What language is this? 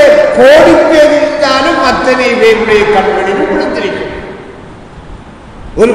Tamil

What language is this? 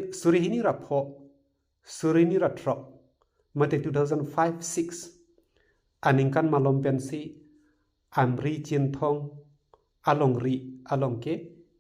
Karbi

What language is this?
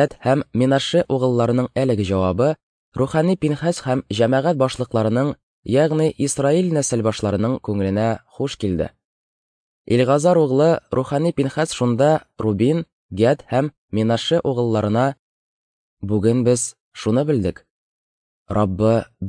Tatar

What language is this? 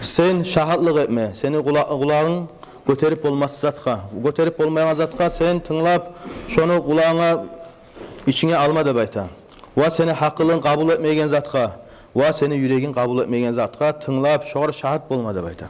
Kumyk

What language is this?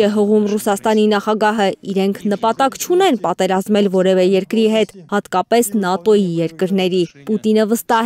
Armenian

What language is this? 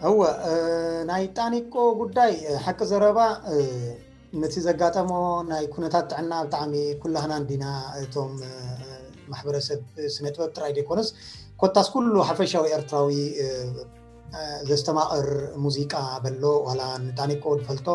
Tigrinya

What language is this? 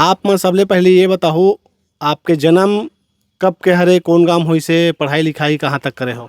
Chhattisgarhi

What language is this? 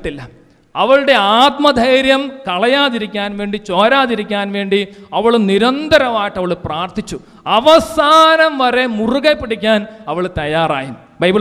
Malayalam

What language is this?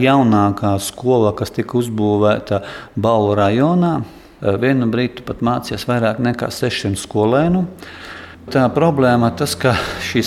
Latvian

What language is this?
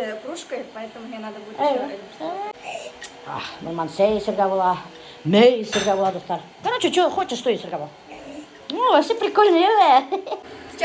Bashkir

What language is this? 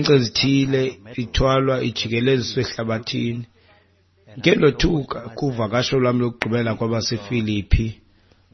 Xhosa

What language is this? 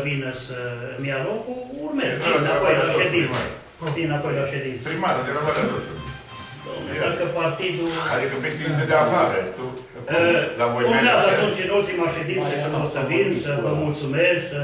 Romanian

